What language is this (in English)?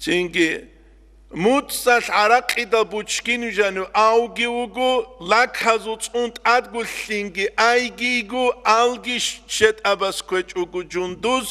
Avaric